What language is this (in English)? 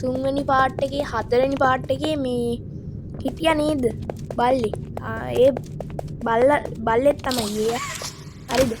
Sinhala